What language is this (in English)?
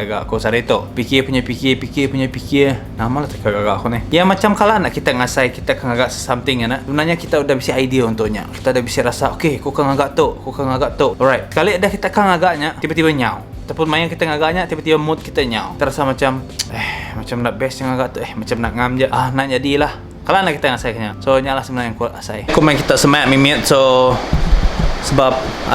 Iban